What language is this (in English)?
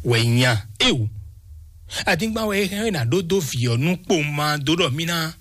Fon